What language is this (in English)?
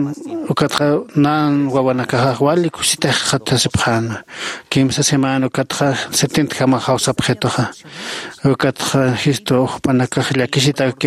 Aymara